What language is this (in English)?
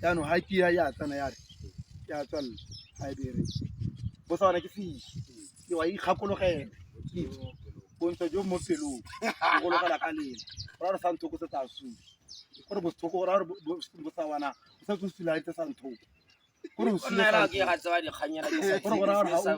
Tswana